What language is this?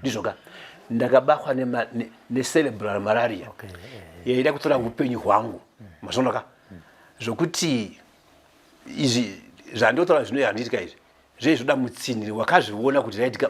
Shona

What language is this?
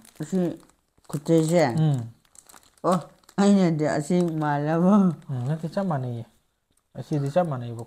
Manipuri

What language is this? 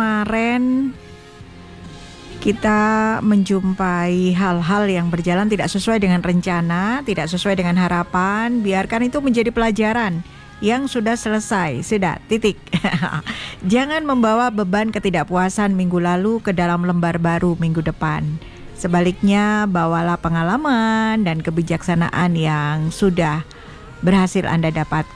Indonesian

